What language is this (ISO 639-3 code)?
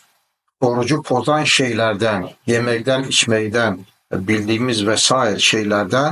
aze